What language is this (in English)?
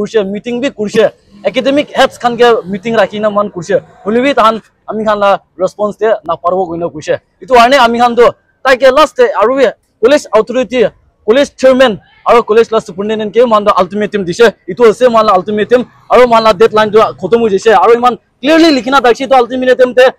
Naga Pidgin